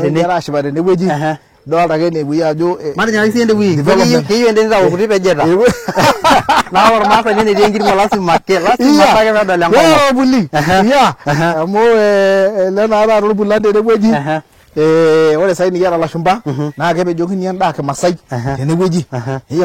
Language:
Masai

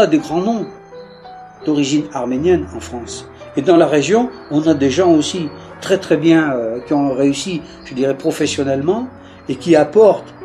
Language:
French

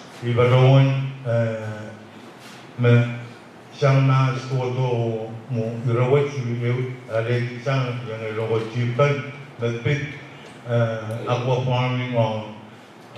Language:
Pohnpeian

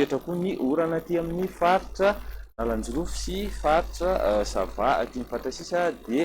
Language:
Malagasy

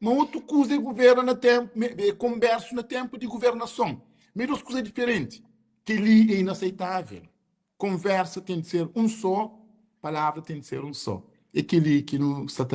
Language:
Kabuverdianu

